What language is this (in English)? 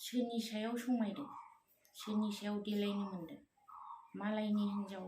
Bodo